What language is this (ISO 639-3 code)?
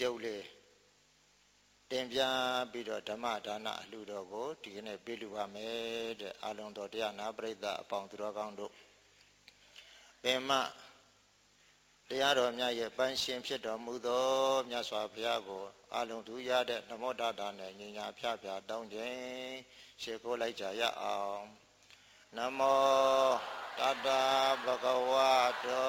mya